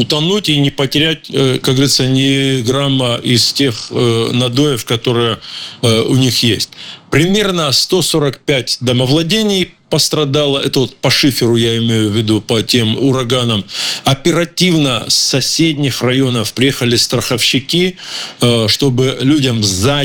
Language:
Russian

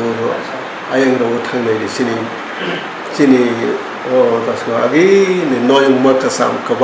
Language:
Kok Borok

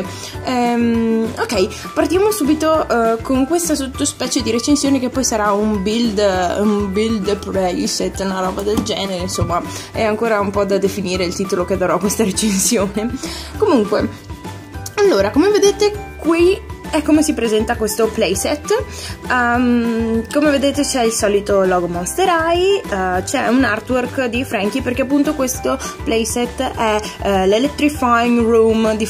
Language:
Italian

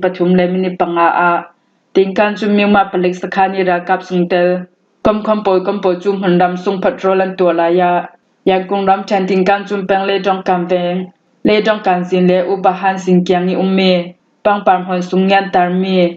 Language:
Falam Chin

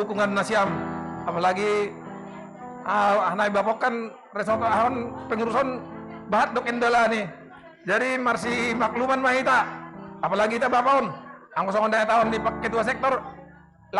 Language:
Batak Simalungun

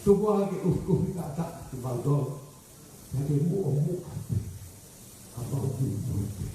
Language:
Tongan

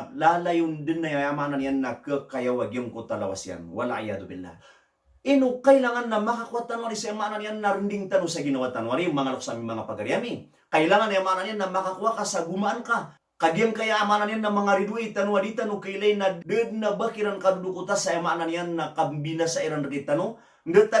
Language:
Maranao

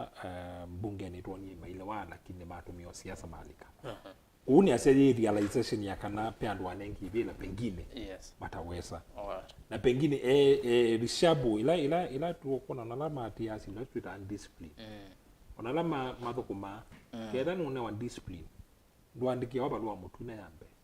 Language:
Kamba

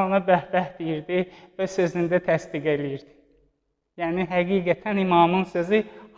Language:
Azerbaijani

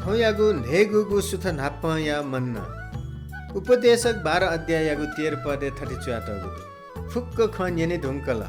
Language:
Newari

